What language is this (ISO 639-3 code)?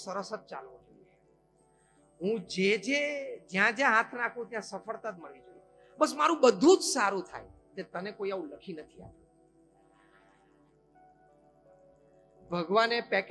guj